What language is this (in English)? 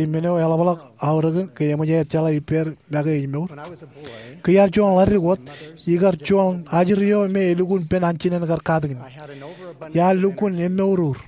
Marshallese